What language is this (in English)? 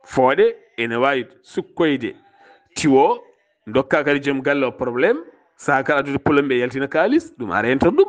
Fula